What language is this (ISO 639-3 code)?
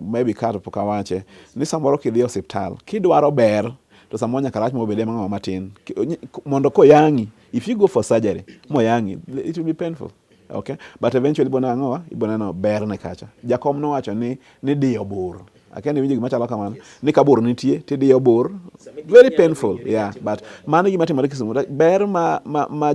luo